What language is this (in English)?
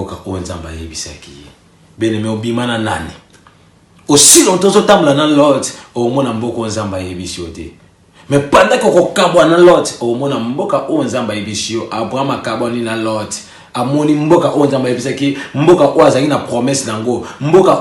Lingala